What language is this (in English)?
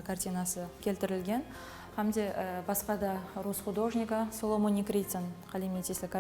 Kara-Kalpak